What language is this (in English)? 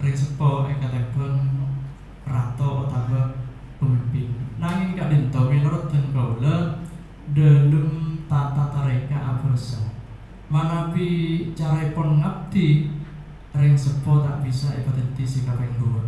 Madurese